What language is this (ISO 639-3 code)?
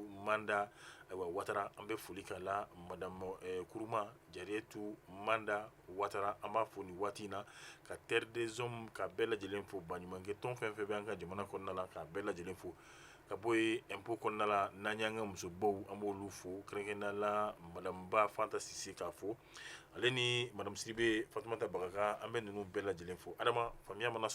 bam